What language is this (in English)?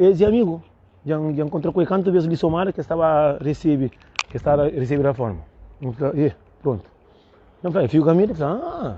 Kabuverdianu